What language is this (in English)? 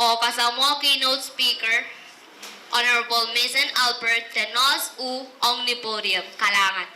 Pohnpeian